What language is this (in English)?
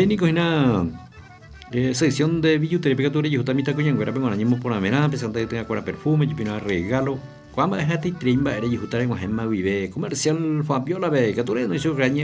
Guarani